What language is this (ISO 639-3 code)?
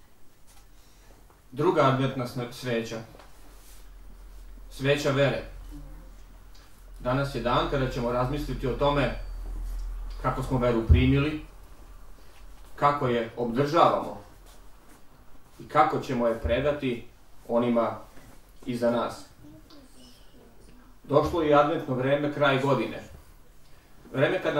srp